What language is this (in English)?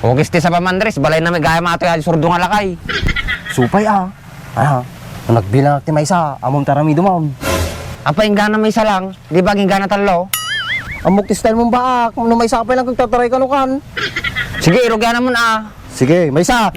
Iloko